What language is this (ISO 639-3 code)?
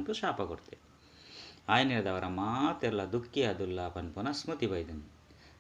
tcy